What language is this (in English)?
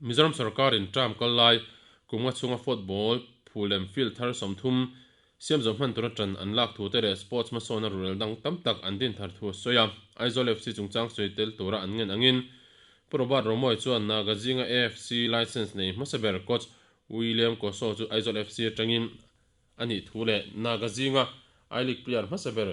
Mizo